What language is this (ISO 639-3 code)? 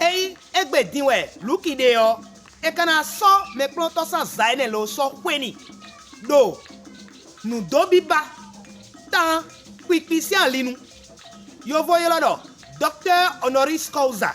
fon